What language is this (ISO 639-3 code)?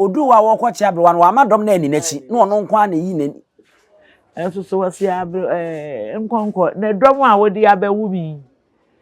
aka